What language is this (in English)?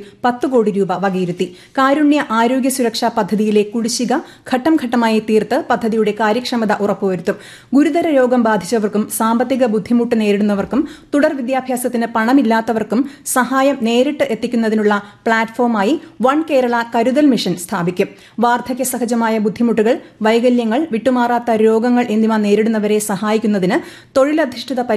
Malayalam